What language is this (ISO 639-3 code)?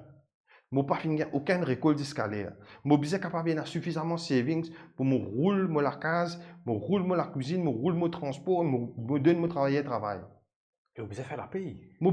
mfe